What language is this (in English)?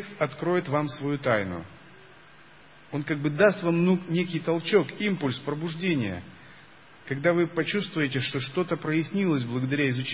Russian